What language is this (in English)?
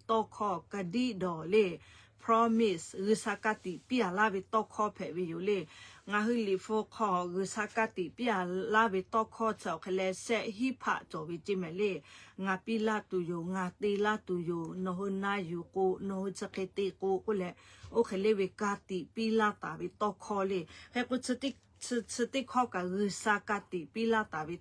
Lahu